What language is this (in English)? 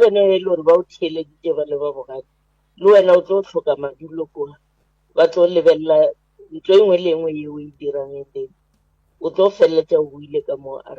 Northern Sotho